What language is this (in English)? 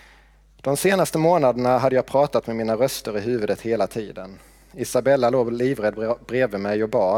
Swedish